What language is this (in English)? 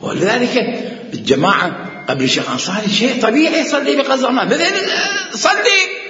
Mesopotamian Arabic